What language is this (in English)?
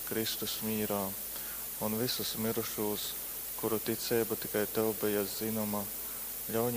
Latgalian